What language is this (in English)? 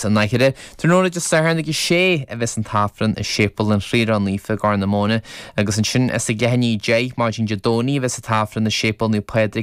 Irish